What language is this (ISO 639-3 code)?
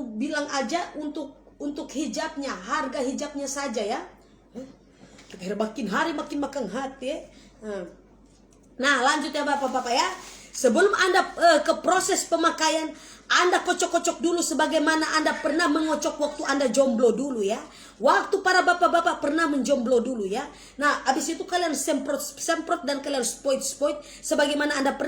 xmm